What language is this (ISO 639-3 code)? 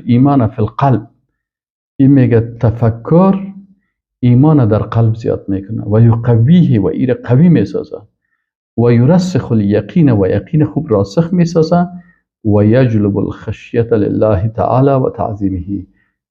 fas